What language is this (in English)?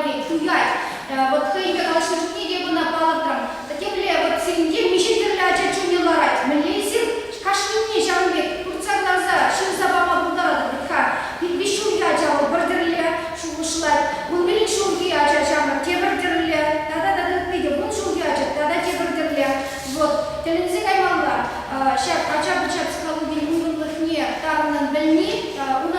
Chuvash